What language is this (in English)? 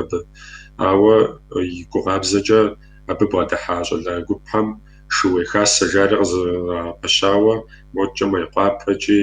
Kabardian